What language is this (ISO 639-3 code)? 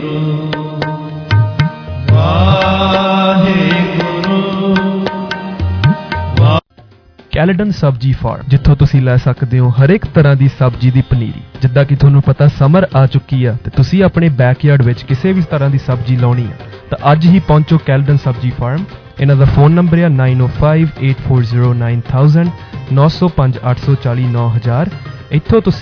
pan